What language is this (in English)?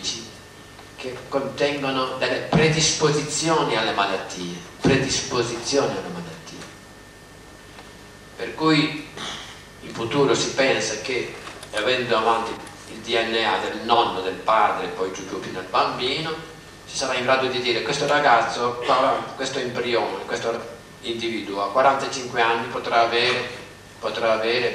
Italian